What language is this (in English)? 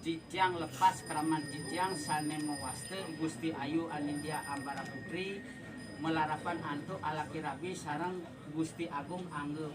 Balinese